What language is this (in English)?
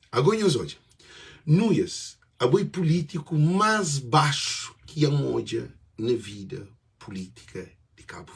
Kabuverdianu